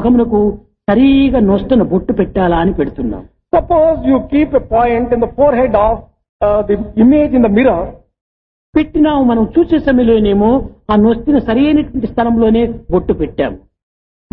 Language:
Telugu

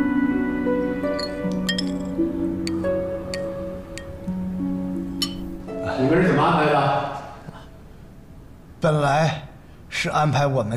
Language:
Chinese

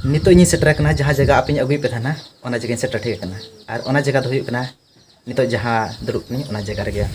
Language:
Santali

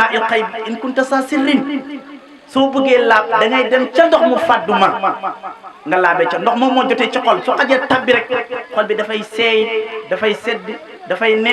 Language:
Wolof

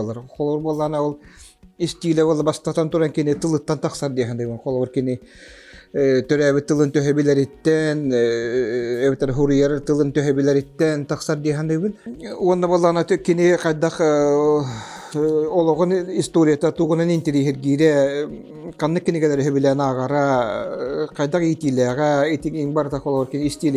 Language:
Yakut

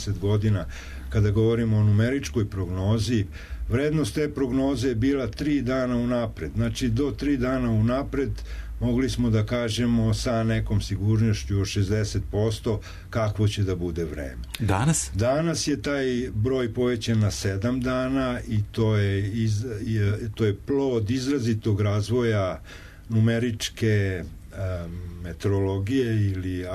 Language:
Serbian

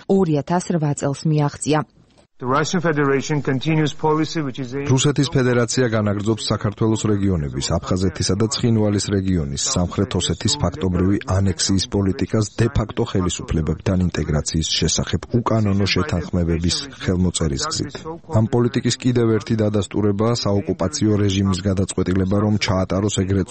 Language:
Georgian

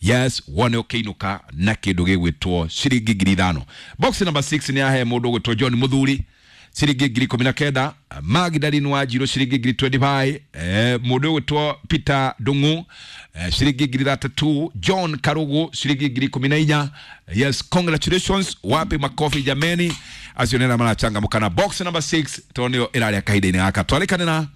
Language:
Kikuyu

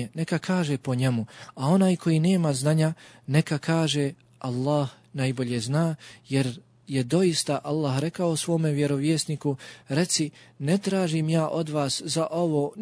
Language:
Bosnian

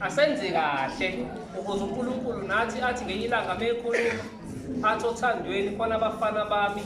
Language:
Zulu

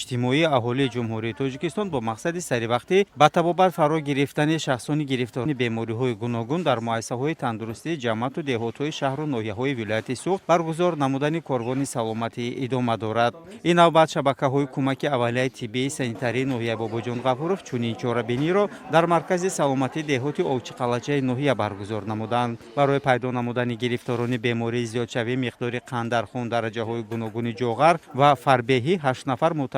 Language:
Tajik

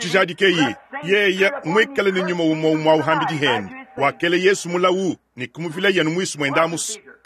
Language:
Luba-Lulua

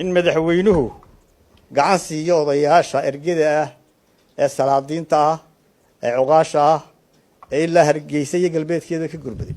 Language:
Somali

